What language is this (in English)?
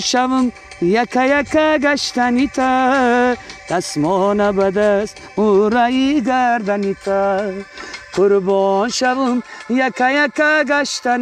Tajik